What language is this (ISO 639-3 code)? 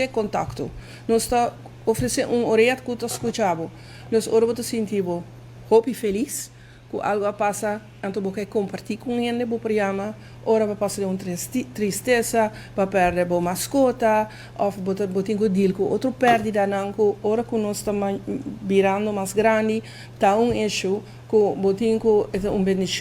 pap